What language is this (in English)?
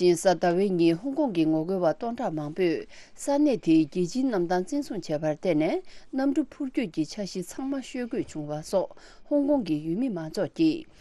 Tibetan